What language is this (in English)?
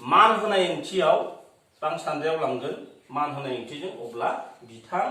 Bodo